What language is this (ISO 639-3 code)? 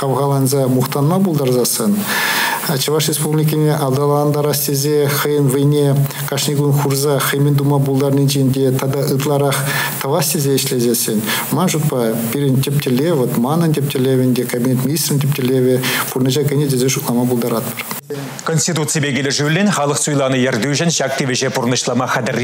chv